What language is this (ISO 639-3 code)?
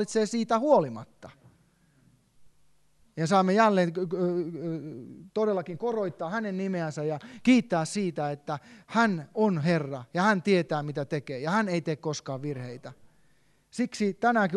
fin